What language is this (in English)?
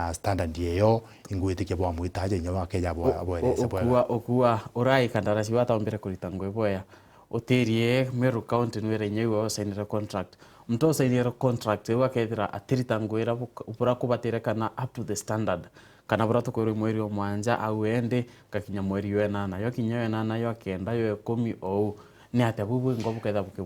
Meru